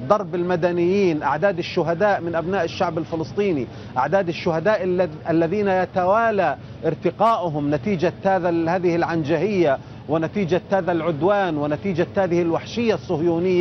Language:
Arabic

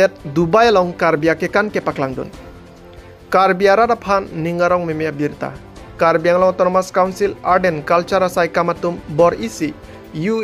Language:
Karbi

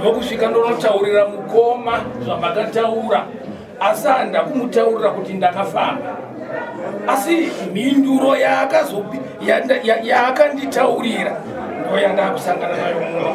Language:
Shona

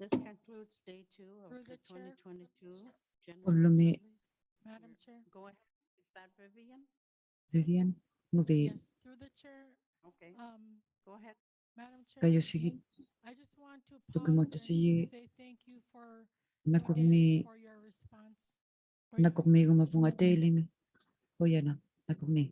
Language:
Inuktitut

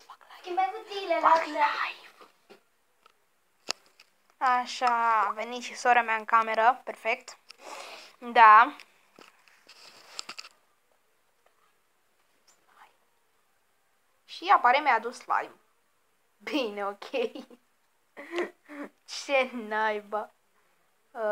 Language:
Romanian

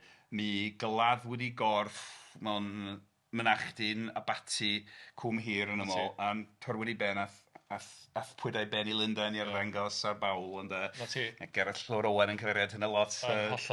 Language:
Welsh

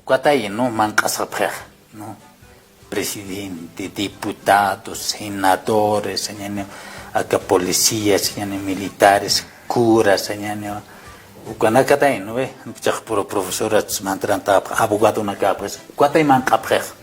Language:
Aymara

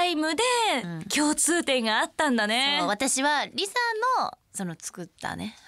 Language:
Japanese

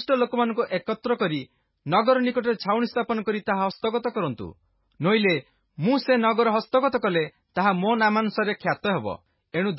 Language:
Odia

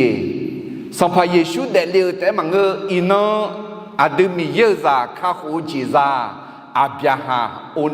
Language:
Akha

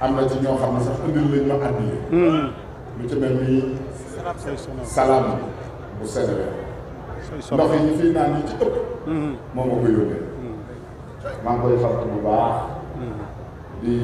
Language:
Wolof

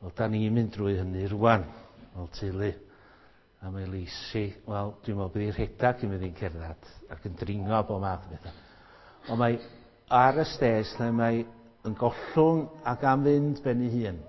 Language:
Welsh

